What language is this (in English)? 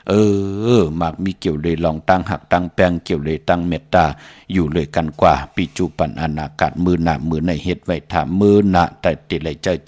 Shan